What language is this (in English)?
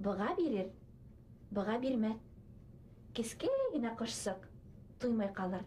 Bashkir